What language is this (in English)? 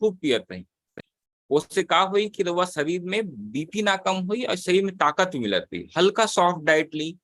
Bhojpuri